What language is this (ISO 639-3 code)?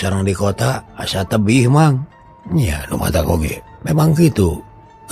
sun